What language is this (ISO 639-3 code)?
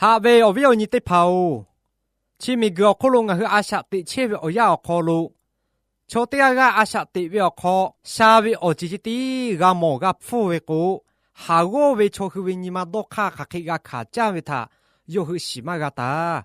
lhu